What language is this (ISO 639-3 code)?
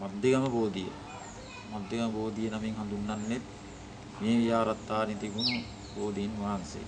sin